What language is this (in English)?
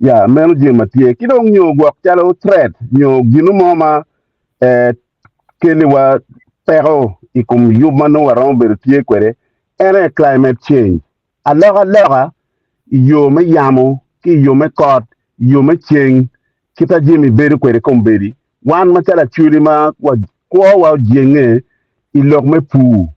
Acoli